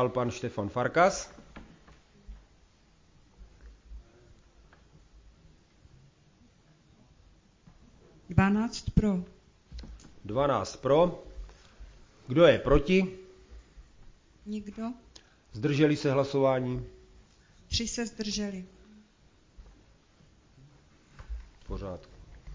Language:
Czech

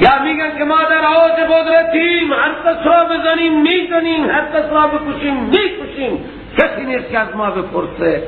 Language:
Persian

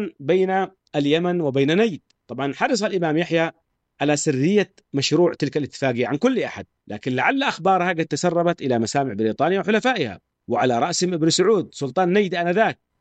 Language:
Arabic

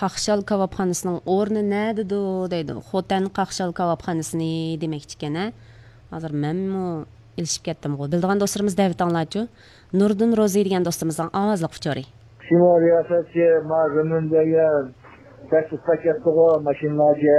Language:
Uyghur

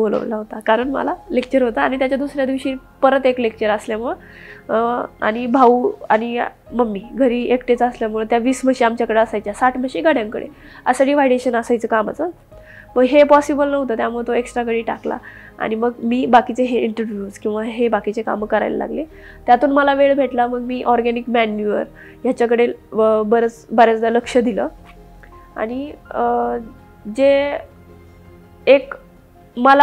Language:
Marathi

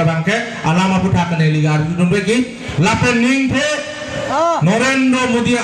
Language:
Karbi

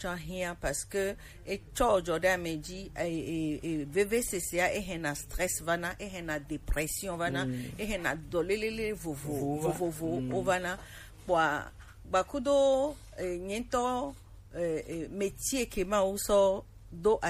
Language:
Gen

